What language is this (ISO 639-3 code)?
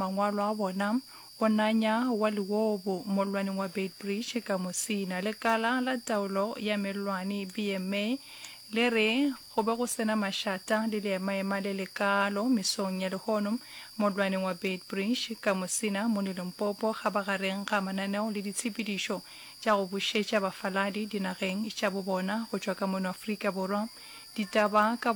nso